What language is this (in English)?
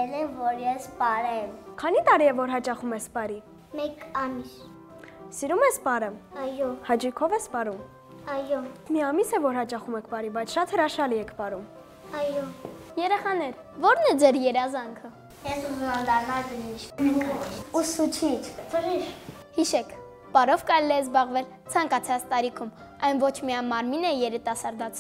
Armenian